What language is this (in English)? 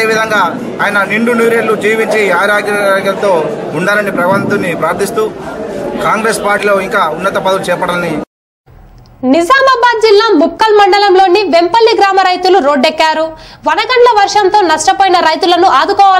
Telugu